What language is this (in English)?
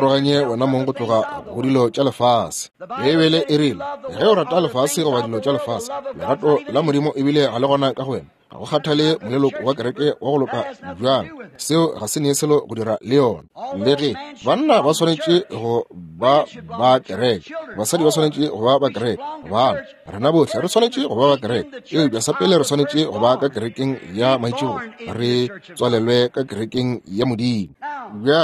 Northern Sotho